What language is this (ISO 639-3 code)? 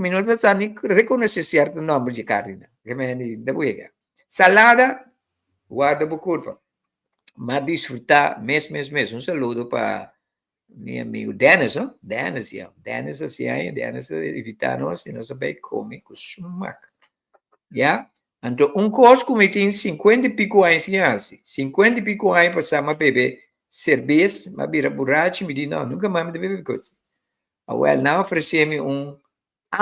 pap